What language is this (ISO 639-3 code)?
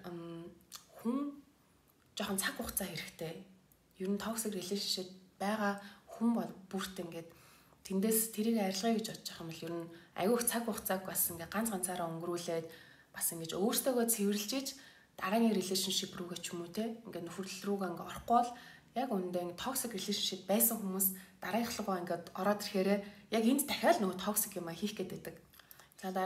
mon